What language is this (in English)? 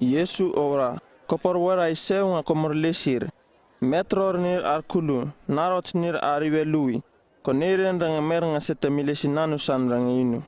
Uripiv-Wala-Rano-Atchin